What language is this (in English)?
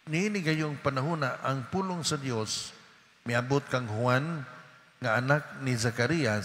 Cebuano